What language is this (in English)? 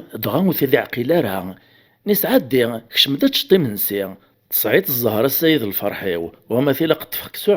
Kabyle